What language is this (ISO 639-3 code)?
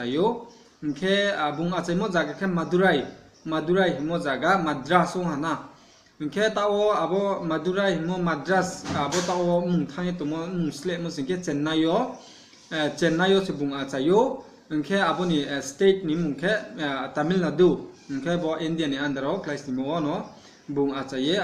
ria